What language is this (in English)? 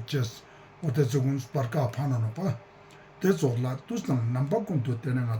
Ladakhi